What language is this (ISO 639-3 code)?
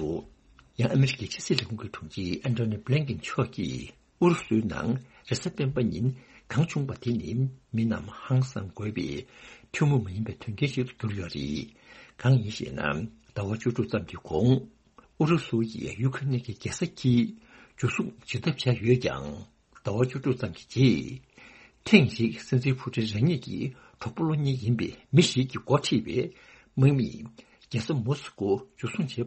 bod